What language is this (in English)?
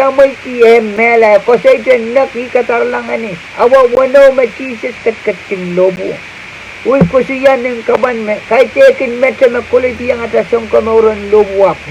Pohnpeian